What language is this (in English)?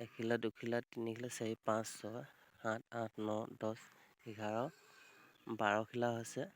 Assamese